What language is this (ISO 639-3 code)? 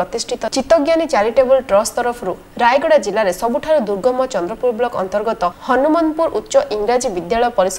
ori